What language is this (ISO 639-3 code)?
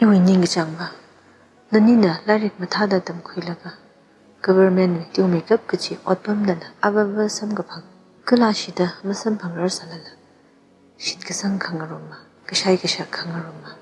nmf